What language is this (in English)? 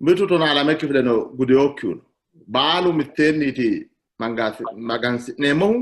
Sidamo